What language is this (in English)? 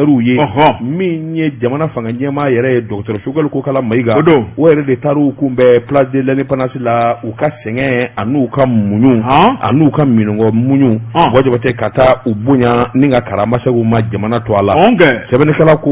Bambara